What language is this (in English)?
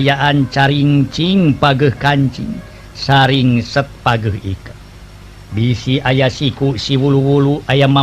Sundanese